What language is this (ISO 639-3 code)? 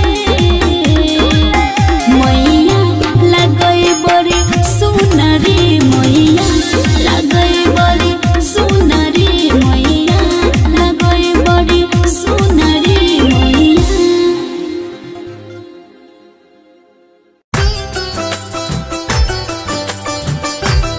bho